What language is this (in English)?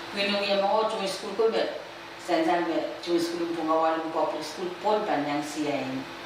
Pohnpeian